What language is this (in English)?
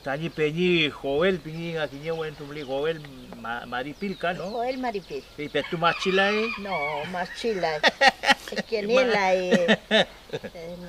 Mapuche